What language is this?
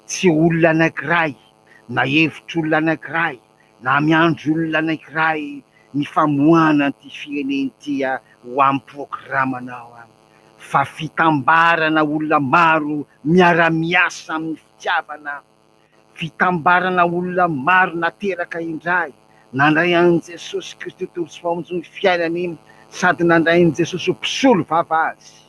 Malagasy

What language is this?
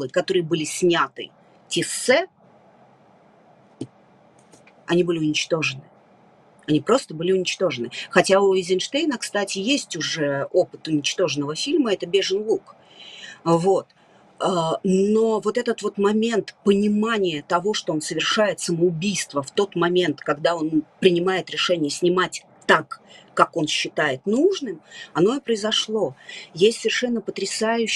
Russian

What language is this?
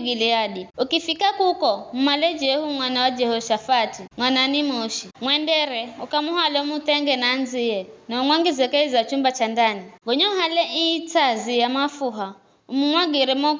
Giryama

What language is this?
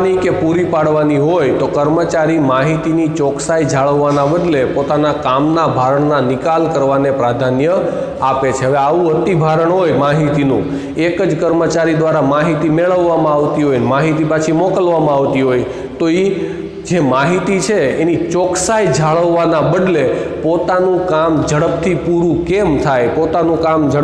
Gujarati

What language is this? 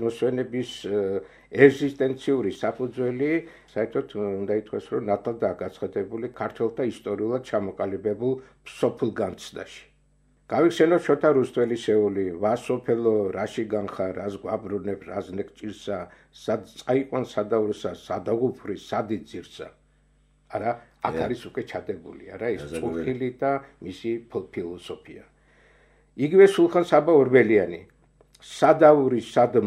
Georgian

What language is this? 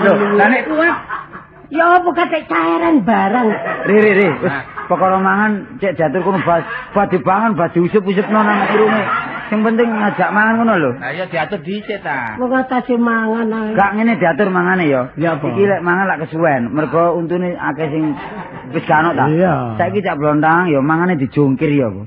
Javanese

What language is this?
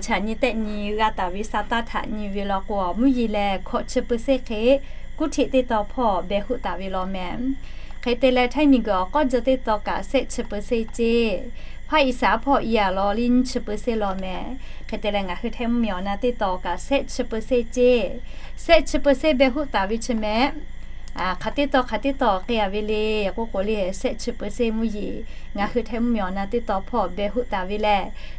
Lahu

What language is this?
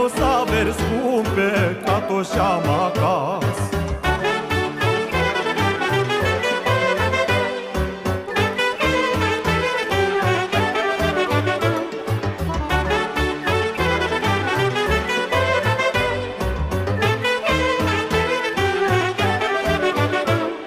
Romanian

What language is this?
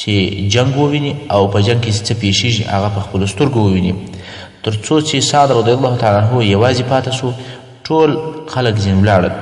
Pashto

